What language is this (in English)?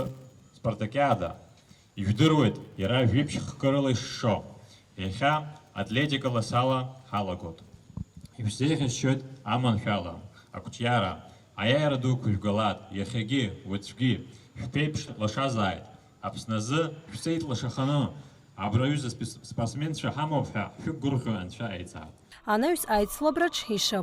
Abkhazian